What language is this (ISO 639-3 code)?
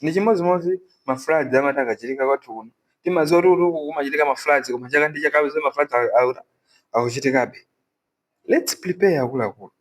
nya